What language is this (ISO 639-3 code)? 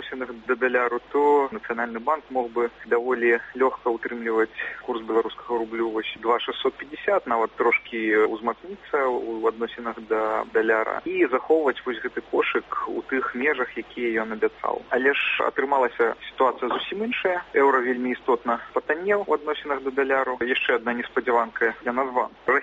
bel